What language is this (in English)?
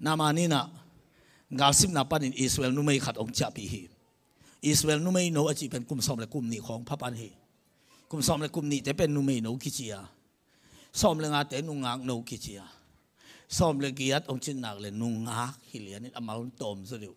Tedim Chin